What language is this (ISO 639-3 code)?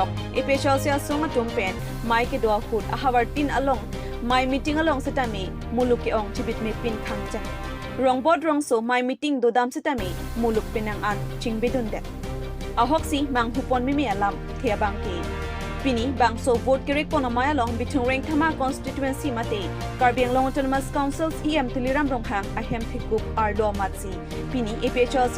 mjw